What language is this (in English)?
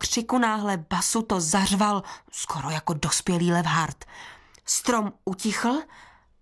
Czech